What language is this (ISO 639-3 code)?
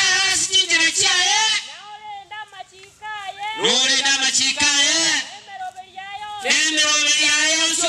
guz